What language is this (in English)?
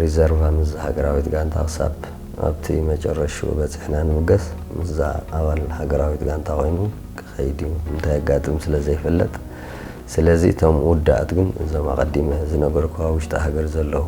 Tigrinya